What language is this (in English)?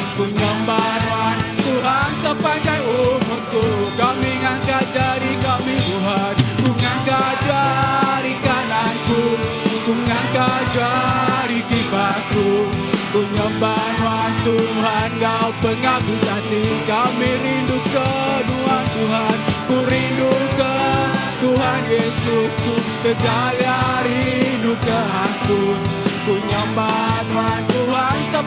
Iban